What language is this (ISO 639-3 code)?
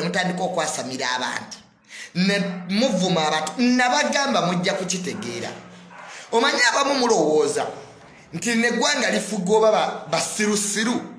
lug